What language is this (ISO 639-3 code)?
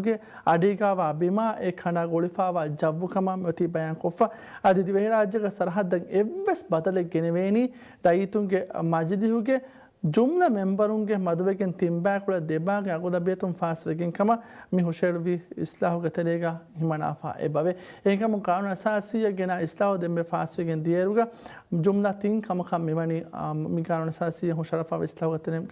div